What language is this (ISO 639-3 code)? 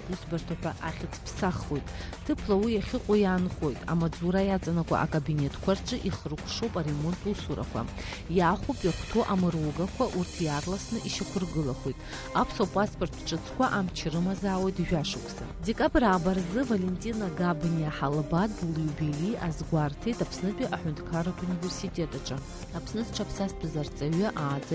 abk